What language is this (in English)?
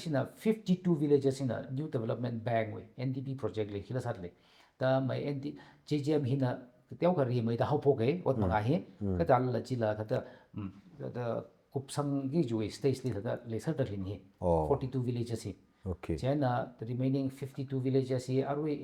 Tangkhul Naga (India)